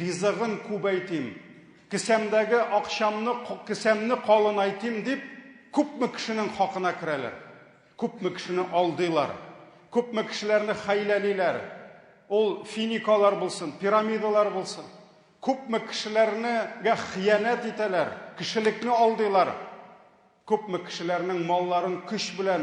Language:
Tatar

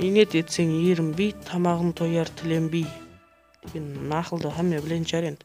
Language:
Kara-Kalpak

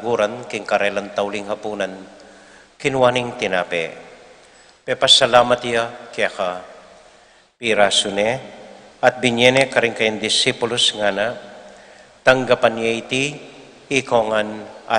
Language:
Pampanga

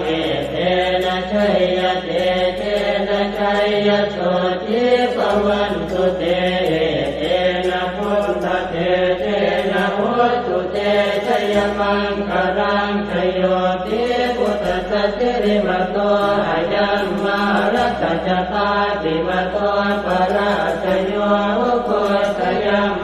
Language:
Pali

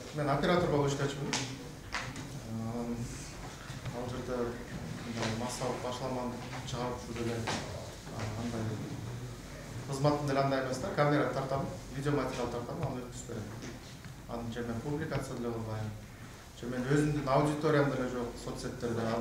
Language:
Kyrgyz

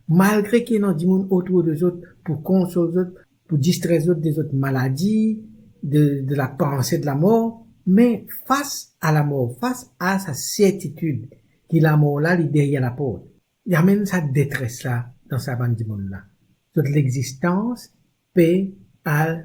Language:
Morisyen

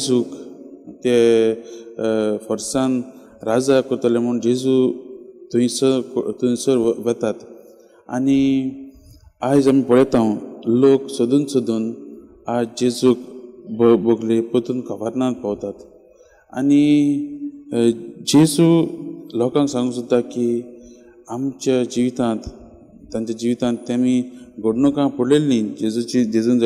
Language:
Konkani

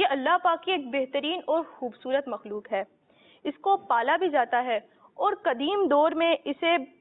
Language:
Urdu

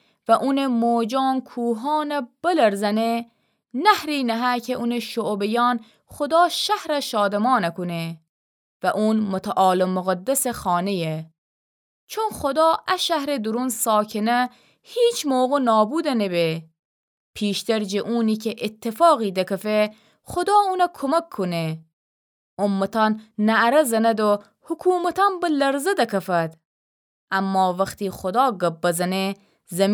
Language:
Gilaki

